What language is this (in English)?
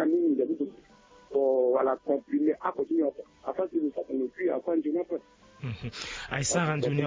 Sango